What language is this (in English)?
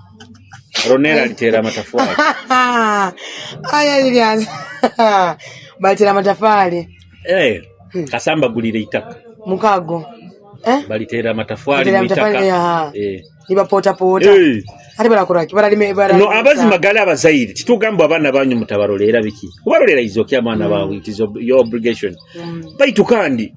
Nyoro